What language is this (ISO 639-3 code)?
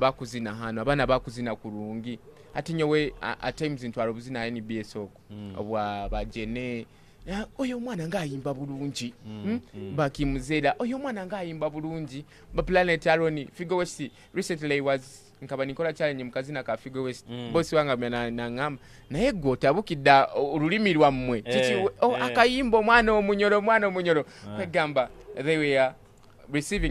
nyo